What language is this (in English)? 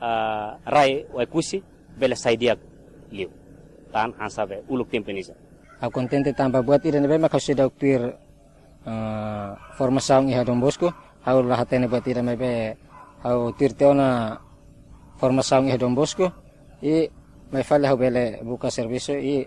Tetum